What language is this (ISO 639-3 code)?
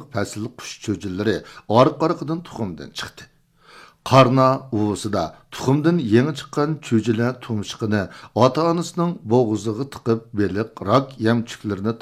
uig